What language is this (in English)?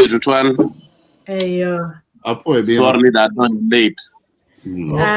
Acoli